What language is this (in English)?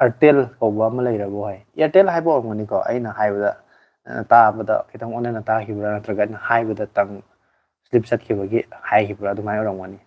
Manipuri